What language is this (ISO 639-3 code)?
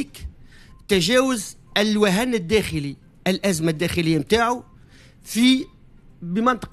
aeb